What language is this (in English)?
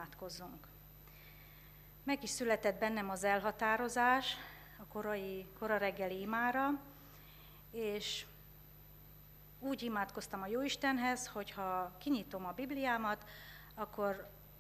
Hungarian